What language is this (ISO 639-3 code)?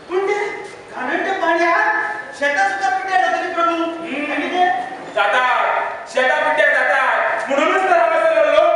kok